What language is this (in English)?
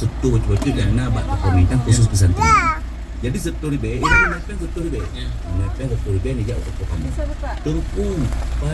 Achinese